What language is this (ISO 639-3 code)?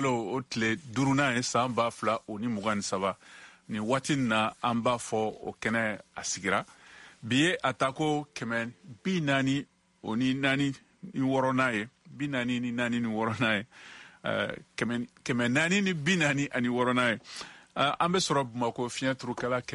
bam